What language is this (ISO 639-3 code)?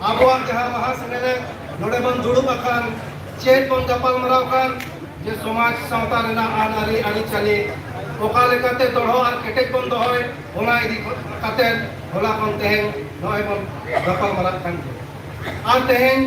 sat